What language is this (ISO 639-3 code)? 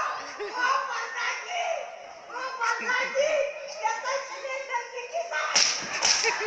mar